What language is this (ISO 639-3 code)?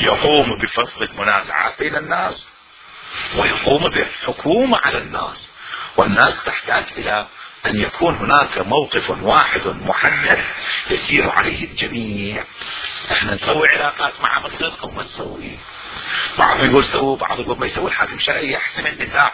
acm